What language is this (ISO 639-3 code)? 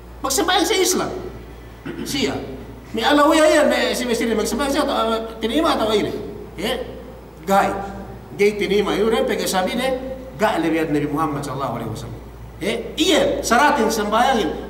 yka